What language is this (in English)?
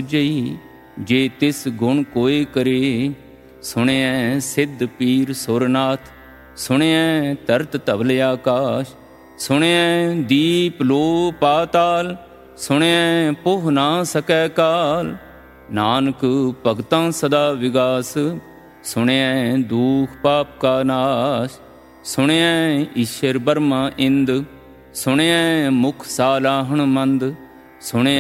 Punjabi